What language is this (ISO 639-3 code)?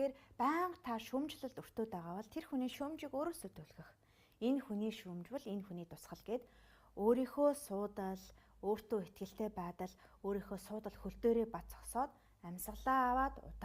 mon